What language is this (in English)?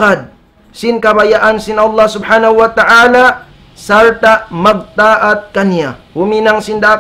Tausug